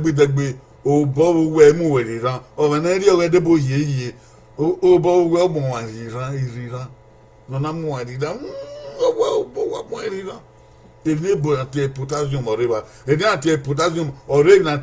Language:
Bini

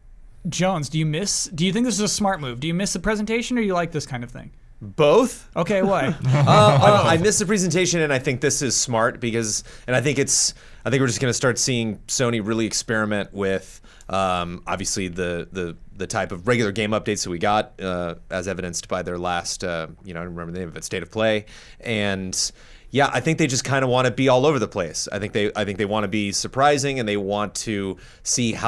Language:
English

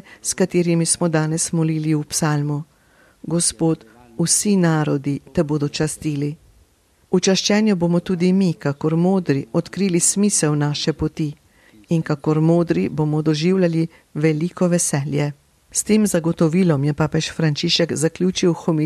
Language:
Slovenian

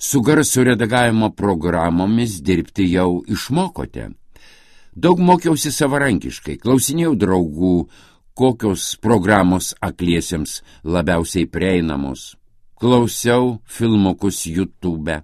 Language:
Lithuanian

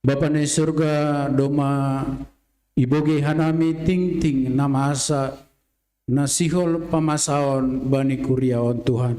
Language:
Batak Simalungun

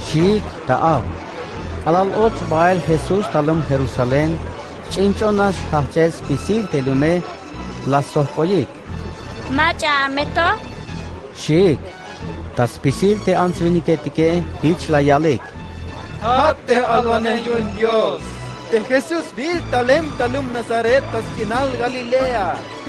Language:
Tzeltal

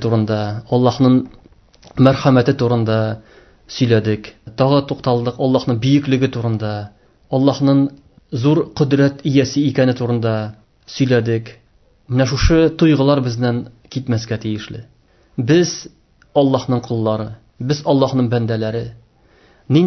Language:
Tatar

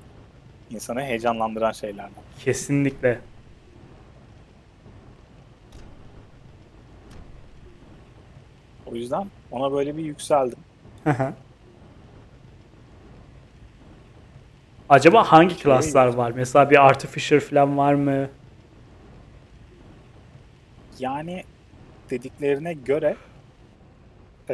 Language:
Turkish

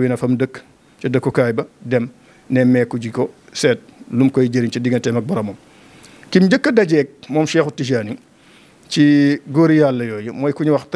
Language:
Wolof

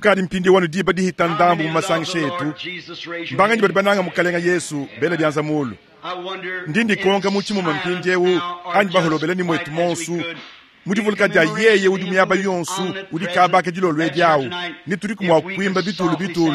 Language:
Luba-Lulua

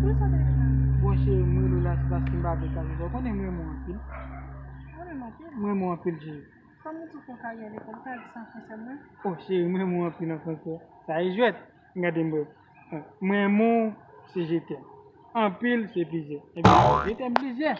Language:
Haitian Creole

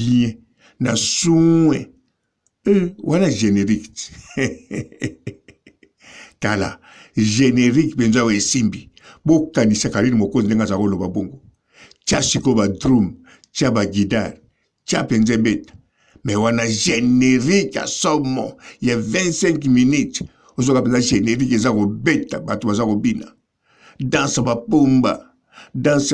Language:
Lingala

